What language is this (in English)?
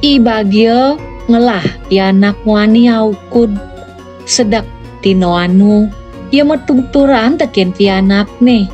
Balinese